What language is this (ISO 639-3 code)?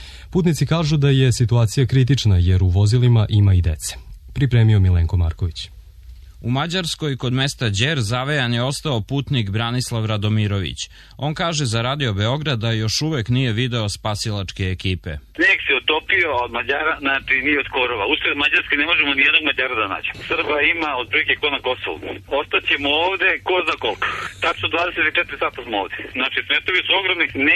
srp